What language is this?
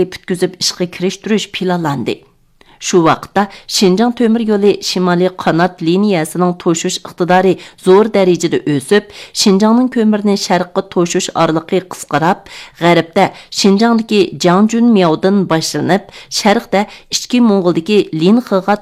Uyghur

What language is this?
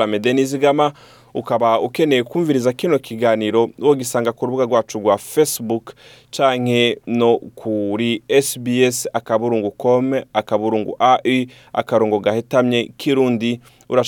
Rundi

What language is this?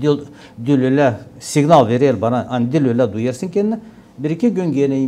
Gagauz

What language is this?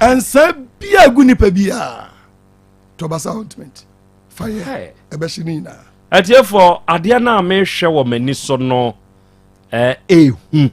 Akan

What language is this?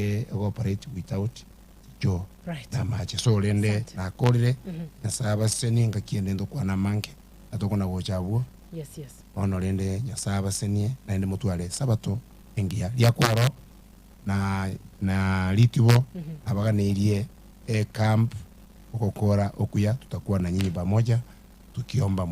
Gusii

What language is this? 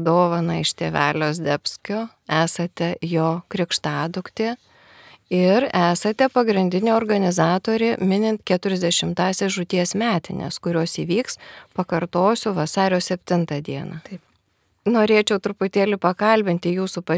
Lithuanian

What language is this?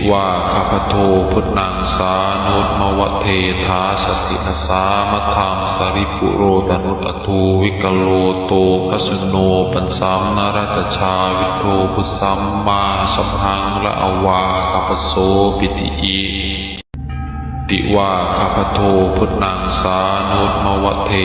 Pali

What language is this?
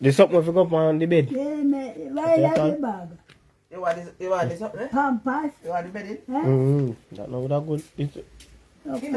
Jamaican Creole English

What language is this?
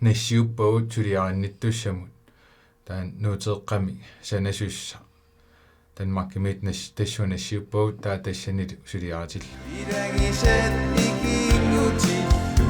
Kalaallisut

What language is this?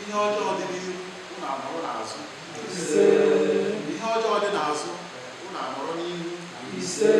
Igbo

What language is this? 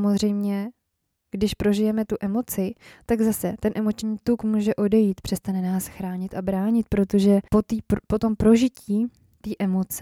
Czech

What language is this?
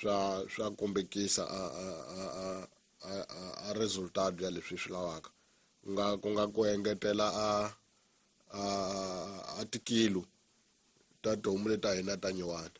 Tsonga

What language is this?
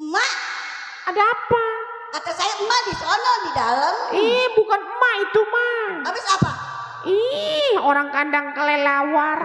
Betawi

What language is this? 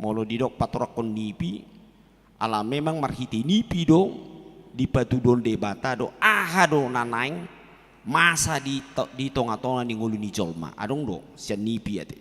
Batak Toba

